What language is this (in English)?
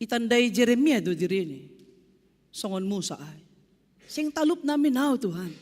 Batak Simalungun